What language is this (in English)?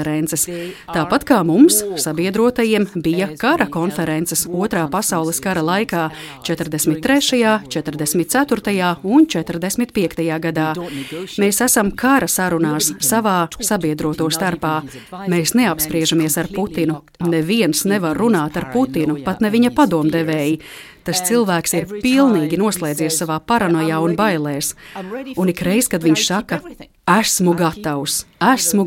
Latvian